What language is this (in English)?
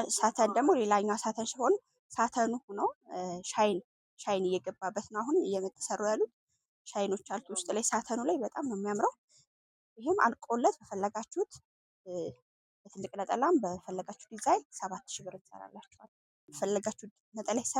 Amharic